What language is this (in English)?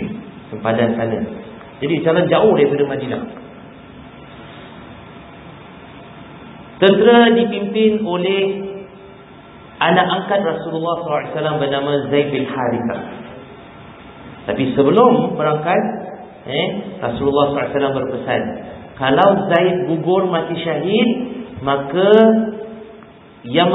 Malay